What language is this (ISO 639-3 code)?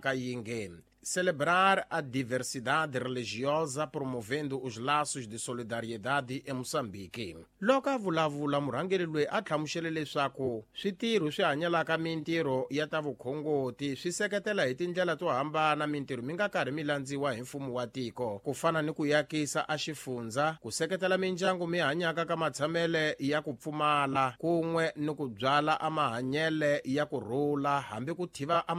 tso